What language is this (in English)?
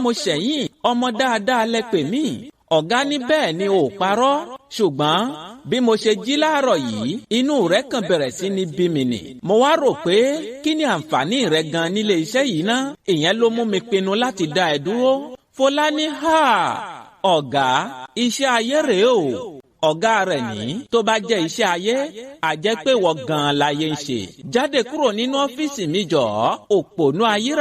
Yoruba